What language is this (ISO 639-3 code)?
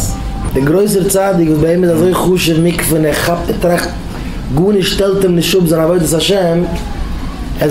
yid